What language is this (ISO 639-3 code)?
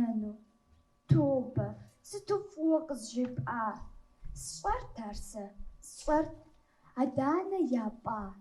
kbd